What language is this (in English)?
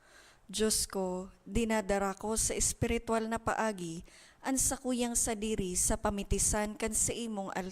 Bikol